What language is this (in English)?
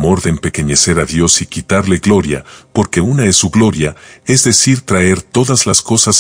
Spanish